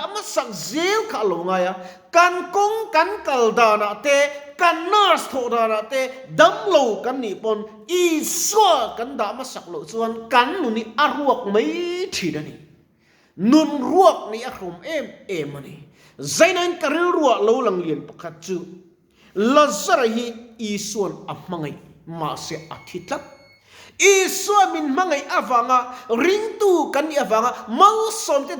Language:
Mizo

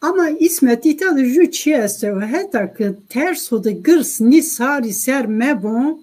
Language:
Zaza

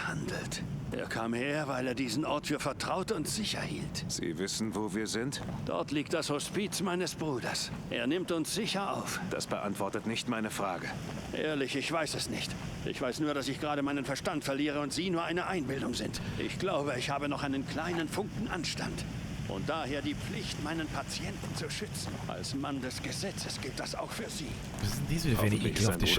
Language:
Bavarian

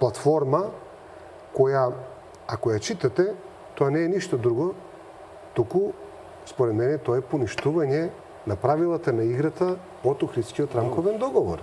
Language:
Macedonian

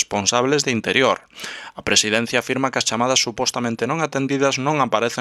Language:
Galician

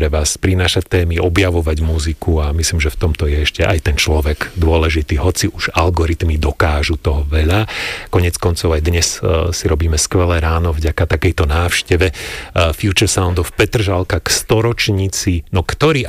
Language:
Slovak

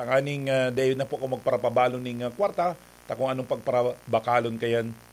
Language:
Bikol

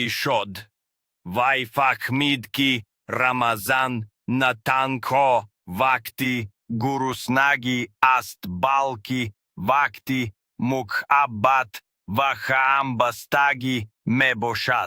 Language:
Tajik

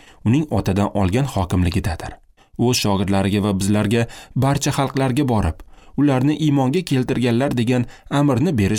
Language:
Uzbek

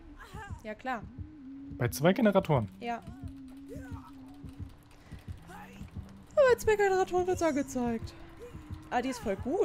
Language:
German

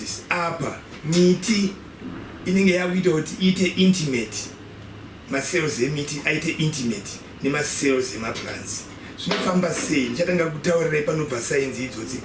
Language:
Shona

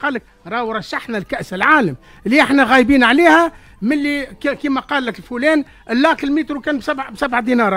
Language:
Tunisian Arabic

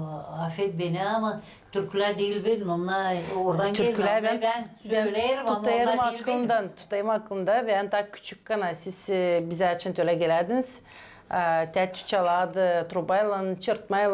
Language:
Gagauz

